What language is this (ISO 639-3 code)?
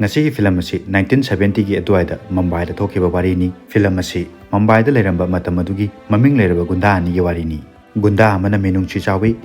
mni